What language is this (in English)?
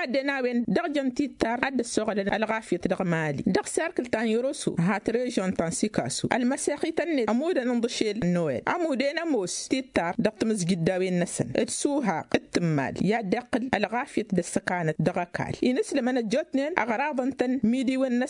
Tamasheq